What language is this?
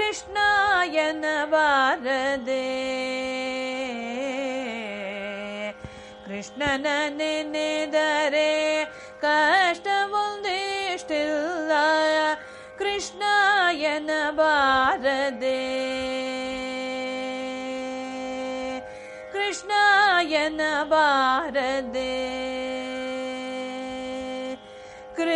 Kannada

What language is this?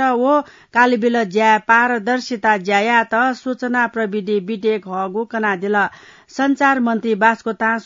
Newari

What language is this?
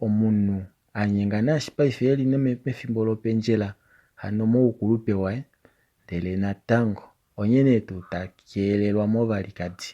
Kuanyama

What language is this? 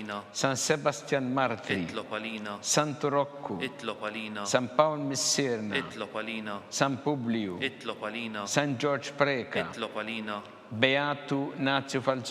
Maltese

